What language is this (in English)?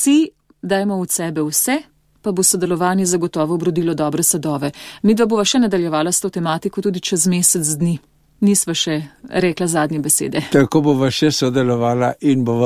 Slovenian